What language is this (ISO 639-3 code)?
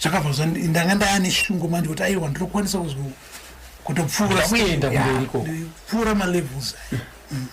sna